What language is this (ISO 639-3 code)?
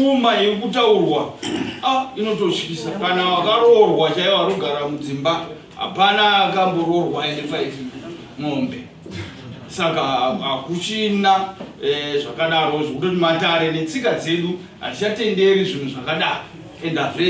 sna